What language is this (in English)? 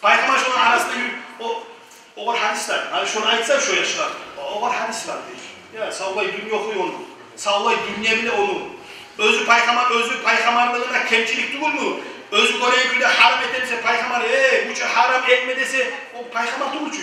Kumyk